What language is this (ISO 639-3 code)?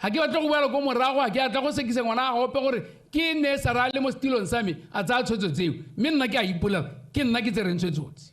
tsn